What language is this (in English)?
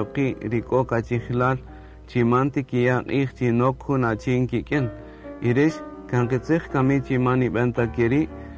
Kaqchikel